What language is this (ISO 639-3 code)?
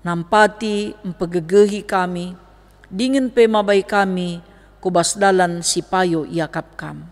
btx